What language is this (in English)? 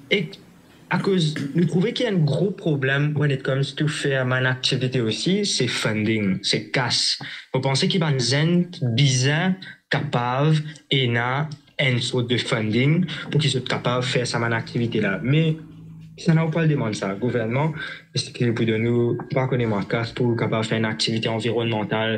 Morisyen